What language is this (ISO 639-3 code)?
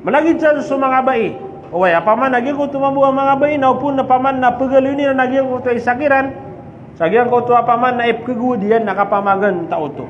mrw